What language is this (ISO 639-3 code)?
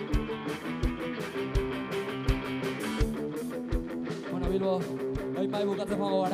eus